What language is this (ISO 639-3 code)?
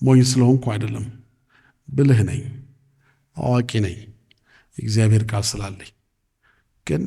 amh